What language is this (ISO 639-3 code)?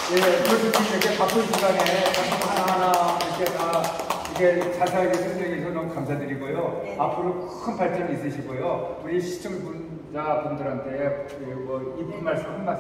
kor